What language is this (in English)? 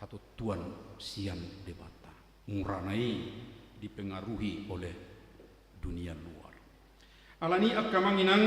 Batak Toba